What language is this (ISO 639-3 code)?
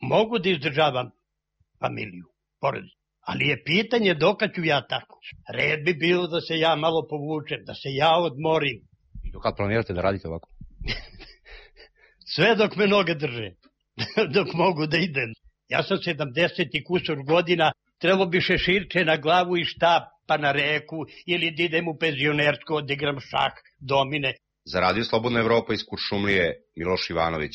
srp